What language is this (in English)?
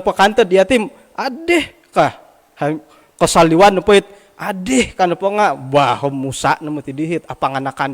Central Dusun